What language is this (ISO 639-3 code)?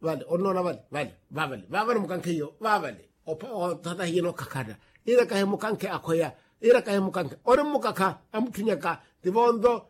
vmw